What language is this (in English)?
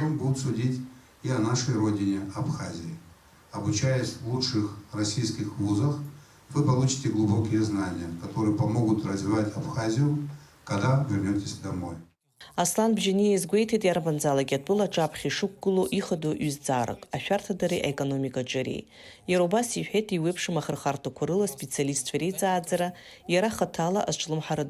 Abkhazian